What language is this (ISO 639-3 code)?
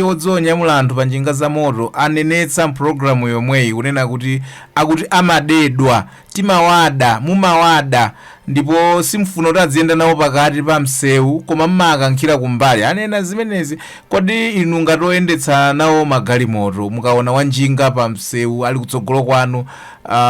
nya